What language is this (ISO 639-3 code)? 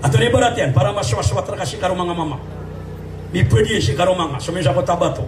mrw